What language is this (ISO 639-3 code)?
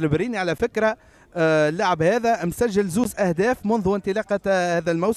aeb